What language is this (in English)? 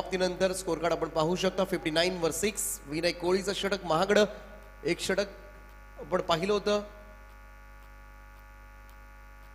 Marathi